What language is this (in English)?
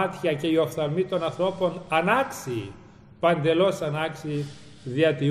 Greek